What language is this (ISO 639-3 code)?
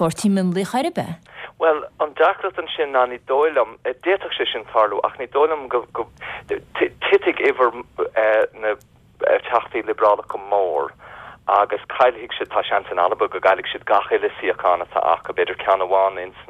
gle